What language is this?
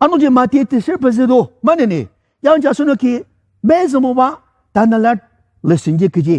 Ao Naga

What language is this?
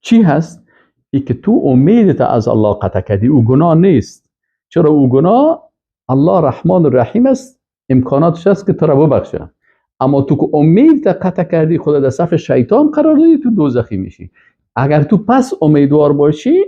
Persian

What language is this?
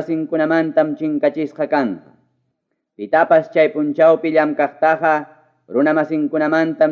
Ayacucho Quechua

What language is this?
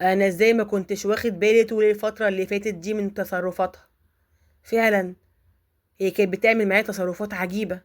Egyptian Arabic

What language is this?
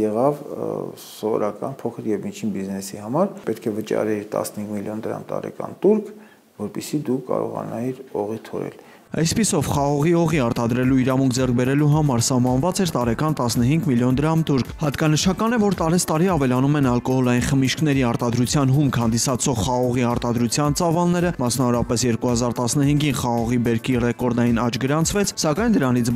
Armenian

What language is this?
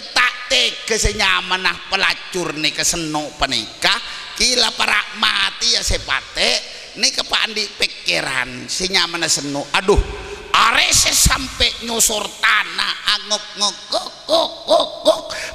Madurese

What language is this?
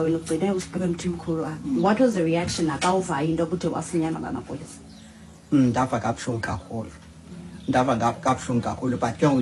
Xhosa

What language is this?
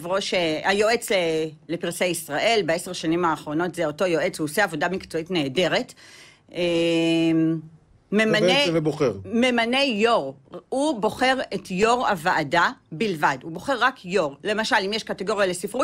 Hebrew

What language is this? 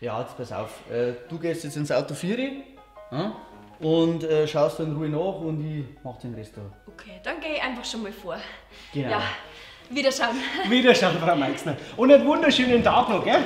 Bavarian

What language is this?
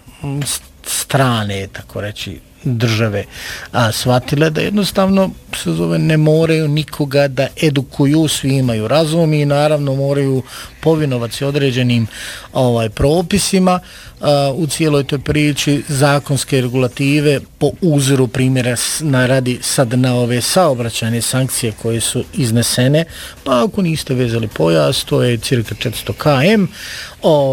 Bosnian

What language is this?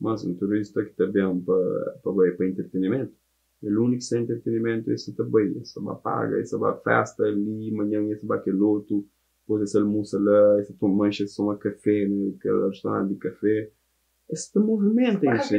Kabuverdianu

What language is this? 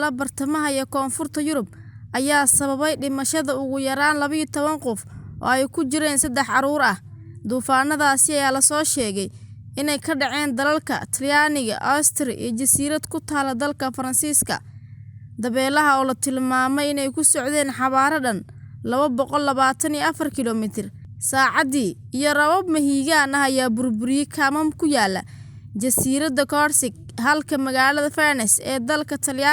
Somali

